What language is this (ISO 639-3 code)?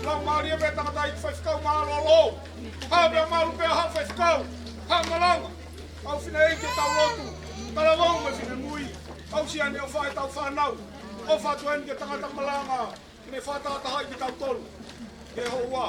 ton